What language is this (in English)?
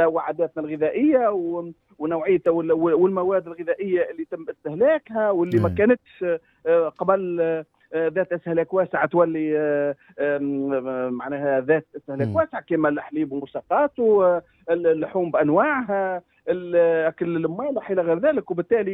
Tunisian Arabic